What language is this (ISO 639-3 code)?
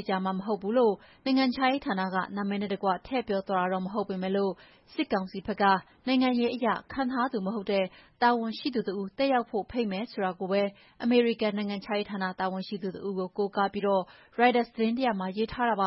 mya